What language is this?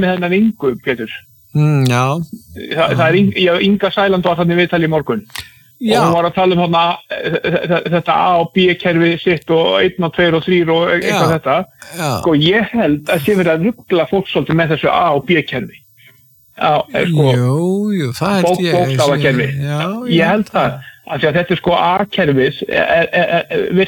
Icelandic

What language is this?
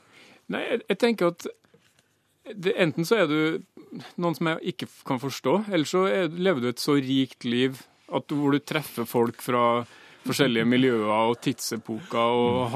Norwegian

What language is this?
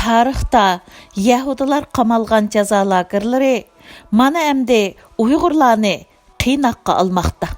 Uyghur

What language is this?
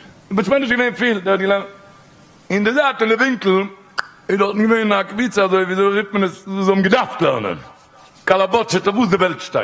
Yiddish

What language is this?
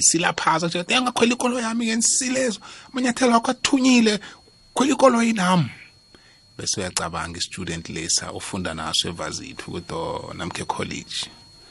South Ndebele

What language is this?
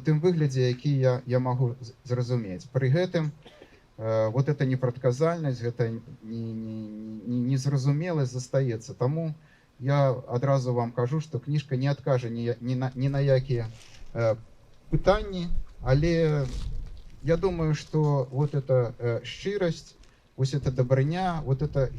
Belarusian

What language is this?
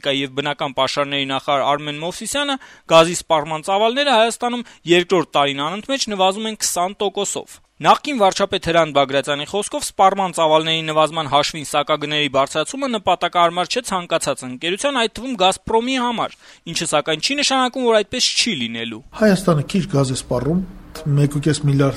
Armenian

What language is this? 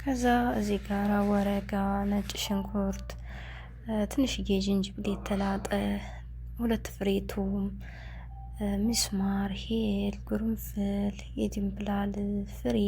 Amharic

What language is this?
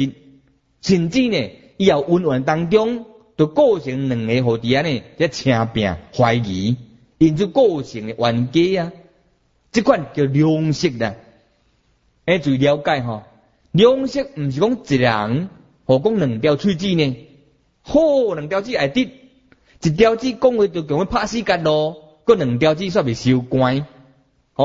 Min Nan Chinese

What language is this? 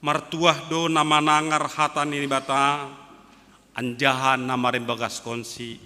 Batak Simalungun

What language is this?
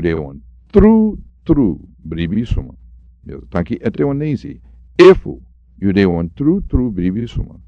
Sranan Tongo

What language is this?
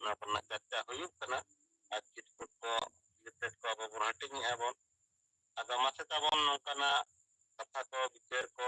Santali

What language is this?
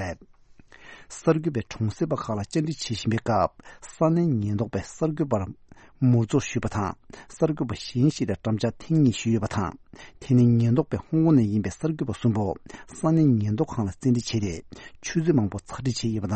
Tibetan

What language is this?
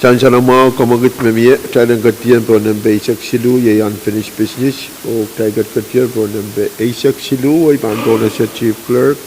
Pohnpeian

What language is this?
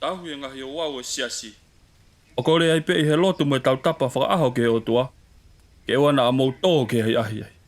Tongan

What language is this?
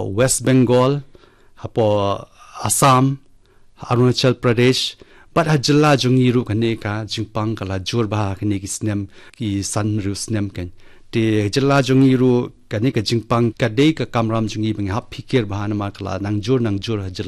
Khasi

